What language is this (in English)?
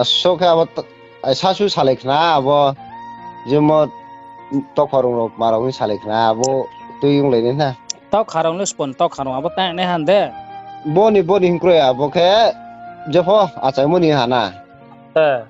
Riang (India)